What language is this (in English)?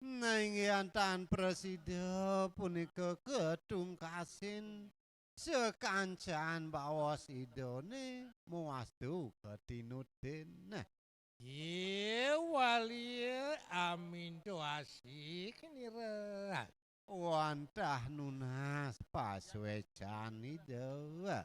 Balinese